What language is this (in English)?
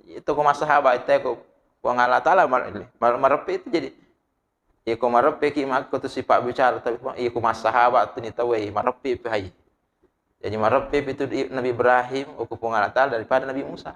Buginese